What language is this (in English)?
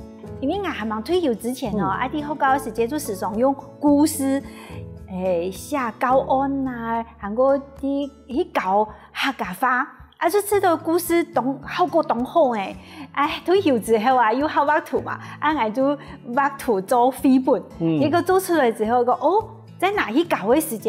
Hakka Chinese